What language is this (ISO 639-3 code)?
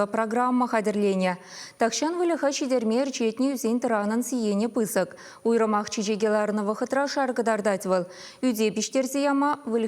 chv